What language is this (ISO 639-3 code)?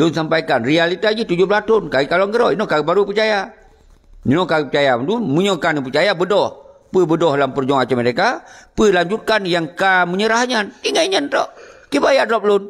ace